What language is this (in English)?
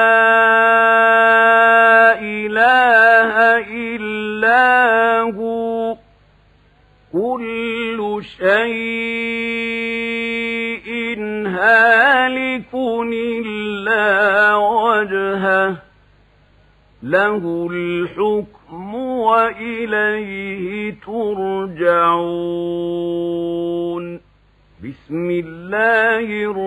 Arabic